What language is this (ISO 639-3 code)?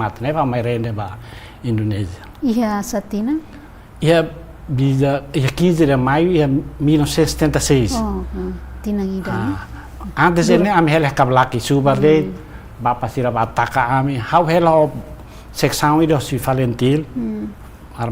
tet